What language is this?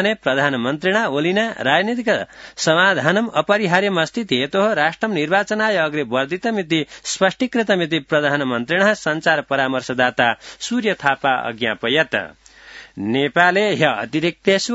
Sanskrit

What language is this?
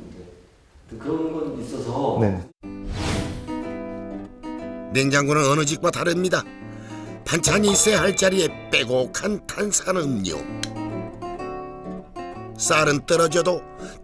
Korean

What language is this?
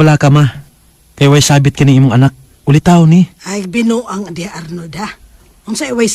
Cebuano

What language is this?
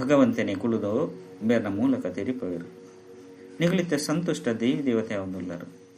Tulu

